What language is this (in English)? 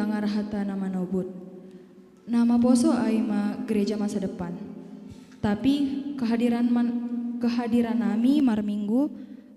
Batak Simalungun